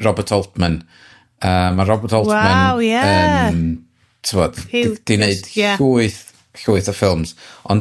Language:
Welsh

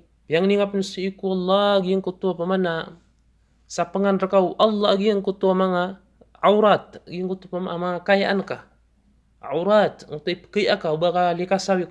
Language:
Maranao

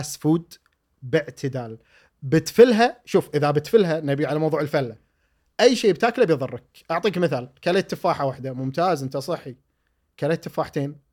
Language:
Gulf Arabic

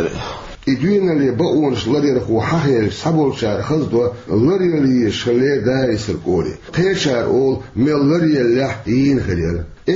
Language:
Chechen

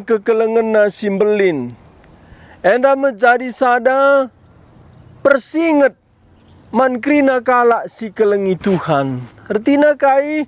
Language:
Batak Karo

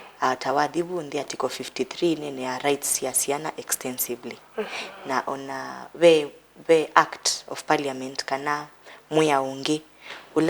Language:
Kamba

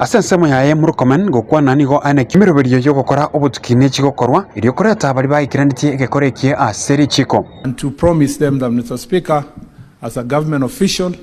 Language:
Gusii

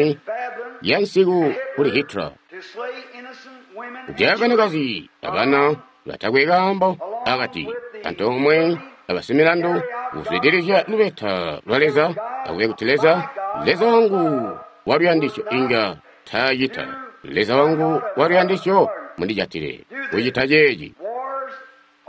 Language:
Tonga (Zambia)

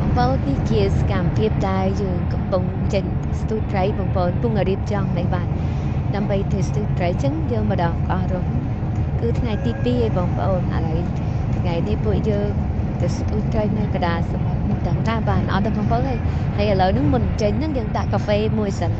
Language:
Khmer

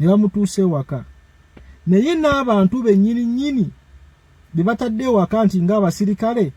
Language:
Ganda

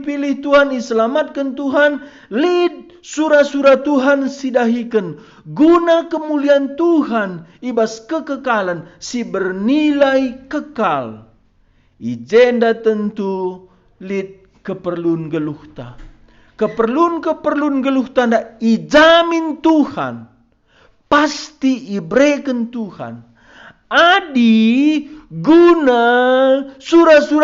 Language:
Batak Karo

